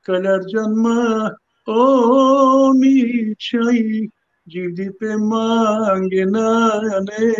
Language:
Balkan Romani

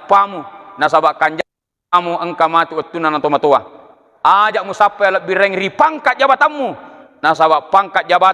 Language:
Buginese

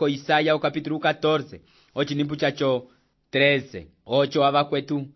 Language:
Umbundu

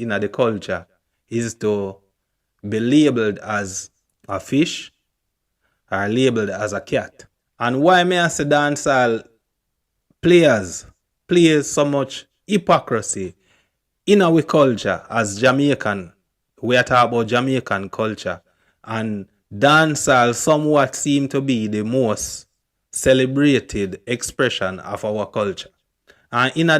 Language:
Jamaican Creole English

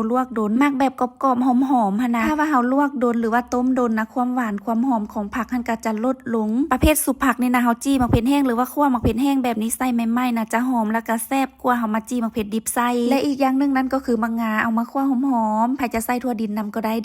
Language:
Lao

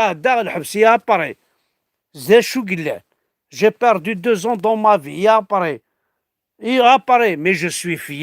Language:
Kabyle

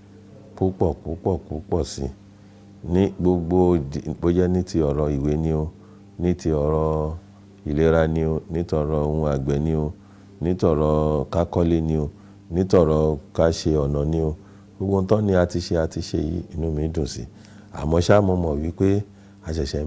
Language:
Yoruba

